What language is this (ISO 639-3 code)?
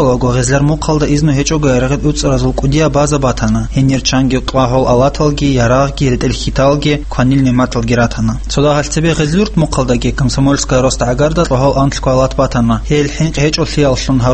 ava